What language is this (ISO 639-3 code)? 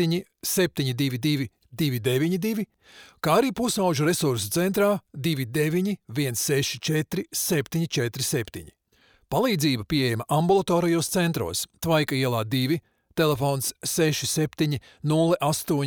lav